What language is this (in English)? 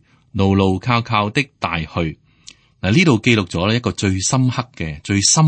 Cantonese